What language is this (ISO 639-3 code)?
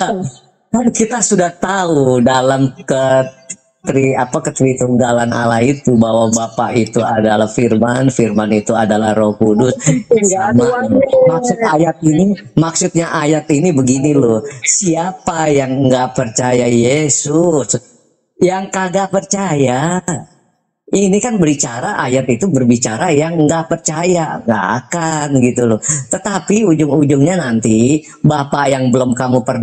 ind